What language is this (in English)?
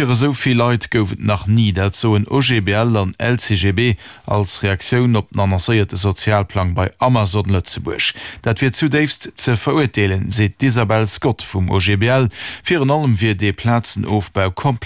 Luxembourgish